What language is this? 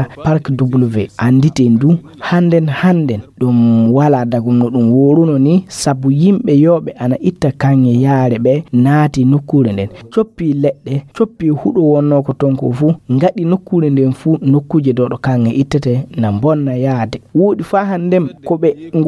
Fula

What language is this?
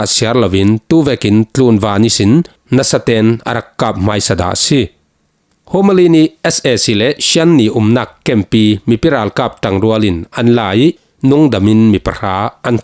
Falam Chin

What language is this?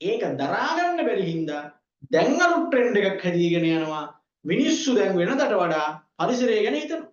Sinhala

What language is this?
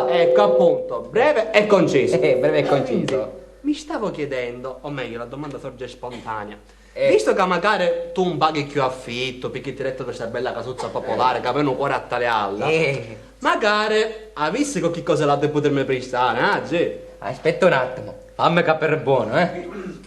Sicilian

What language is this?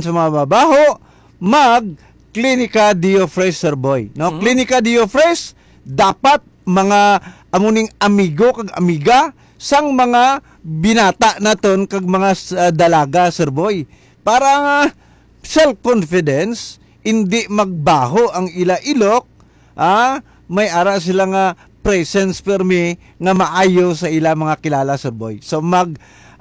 Hiligaynon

